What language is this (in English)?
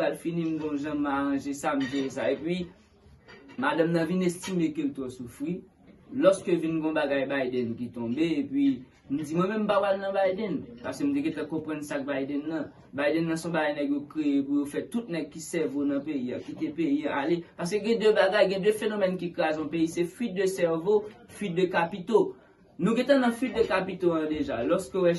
Haitian Creole